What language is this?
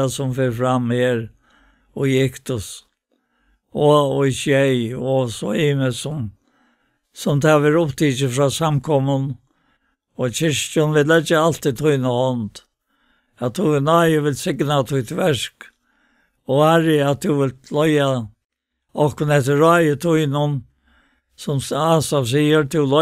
Faroese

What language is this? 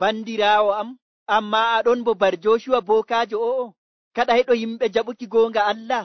Nigerian Fulfulde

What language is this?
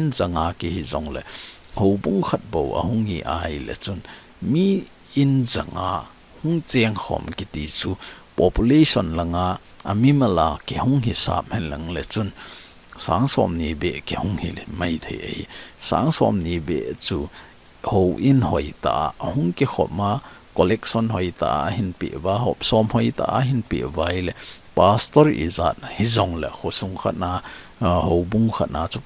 Thado Chin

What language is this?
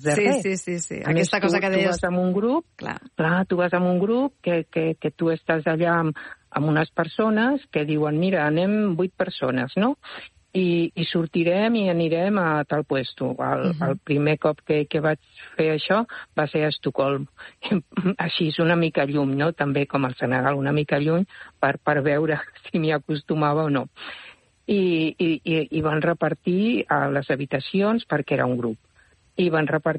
Catalan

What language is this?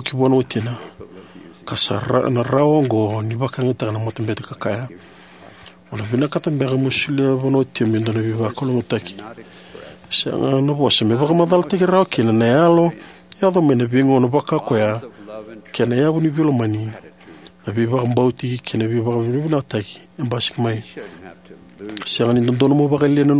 Fijian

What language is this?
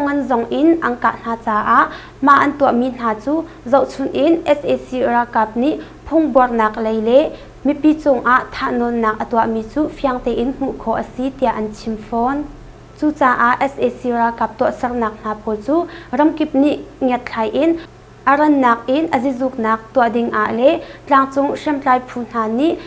Hakha Chin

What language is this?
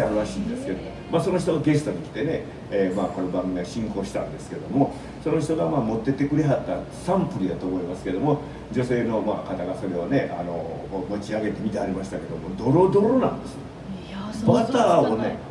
Japanese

